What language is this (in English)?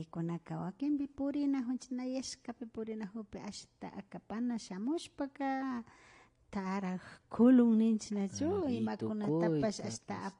Imbabura Highland Quichua